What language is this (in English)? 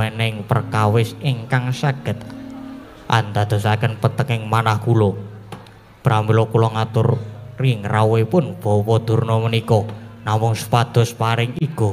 Javanese